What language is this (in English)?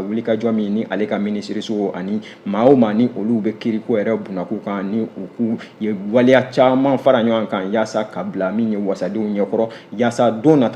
Bambara